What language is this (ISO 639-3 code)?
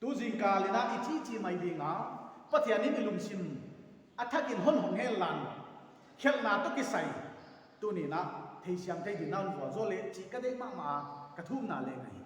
pck